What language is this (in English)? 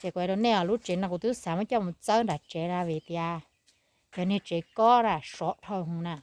Hmong